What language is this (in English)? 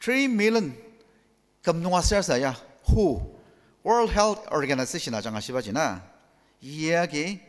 Ao Naga